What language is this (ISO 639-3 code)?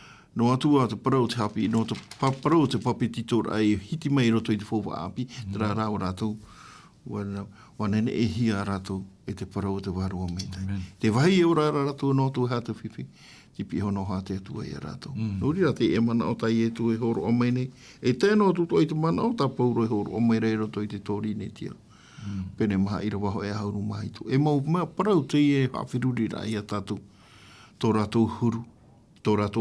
tah